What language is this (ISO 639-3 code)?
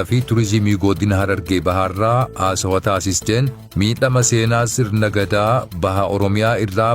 orm